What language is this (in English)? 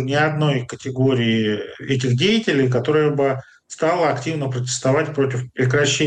Russian